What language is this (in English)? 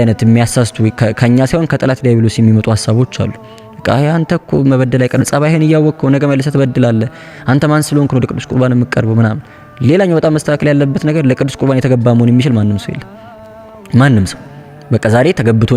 Amharic